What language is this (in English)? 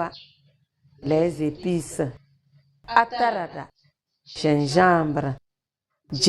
Tem